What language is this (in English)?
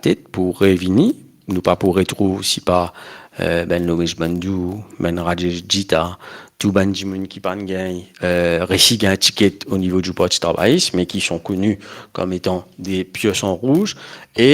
Morisyen